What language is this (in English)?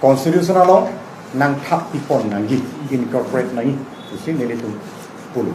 Karbi